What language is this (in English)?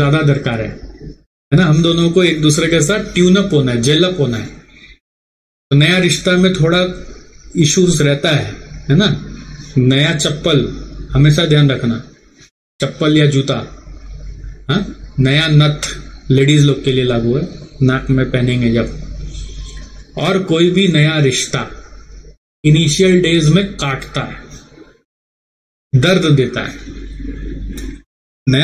Hindi